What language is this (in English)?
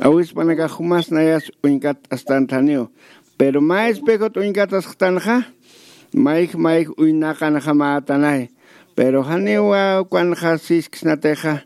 Aymara